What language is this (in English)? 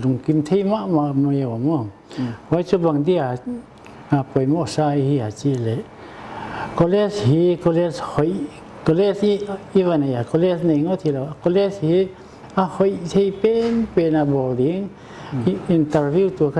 Paite Chin